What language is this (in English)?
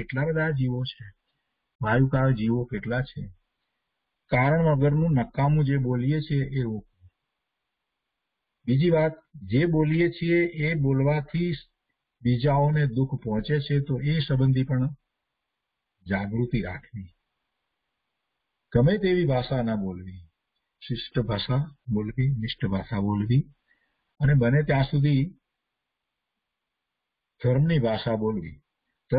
Gujarati